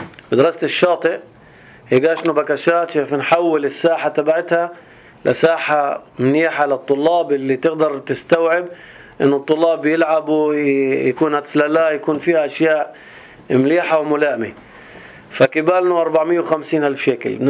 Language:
North Levantine Arabic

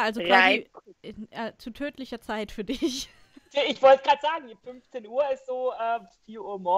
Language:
German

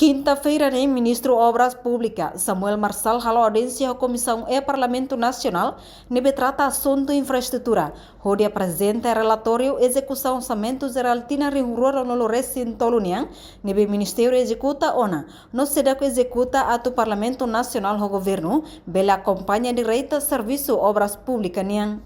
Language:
Tetum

